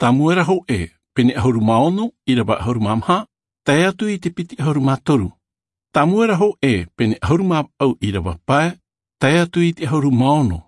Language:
Tahitian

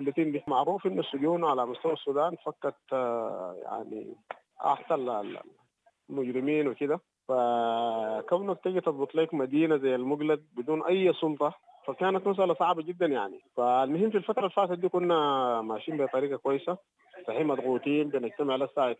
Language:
Sudanese Arabic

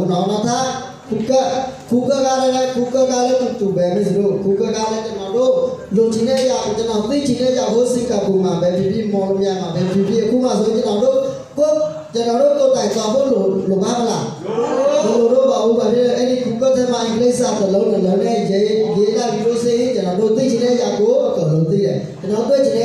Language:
Burmese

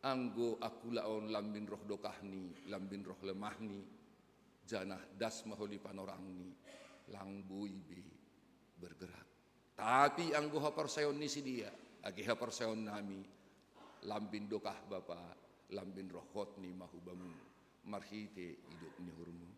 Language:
Batak Simalungun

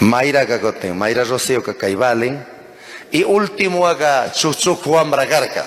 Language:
Chimborazo Highland Quichua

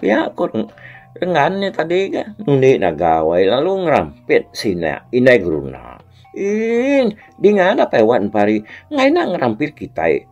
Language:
Iban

